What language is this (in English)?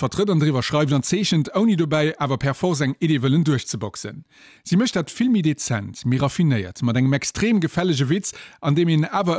Luxembourgish